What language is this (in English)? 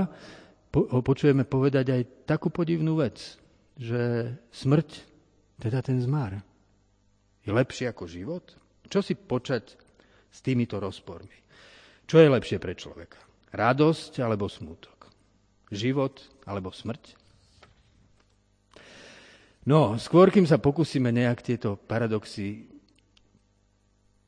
Slovak